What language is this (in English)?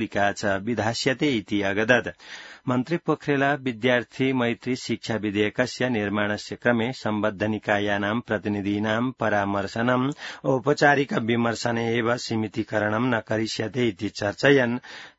Sanskrit